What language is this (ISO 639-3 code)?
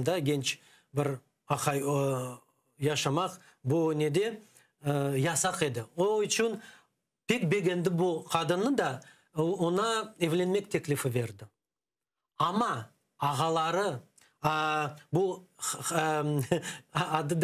crh